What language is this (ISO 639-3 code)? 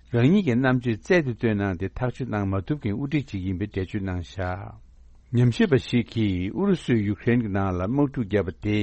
bod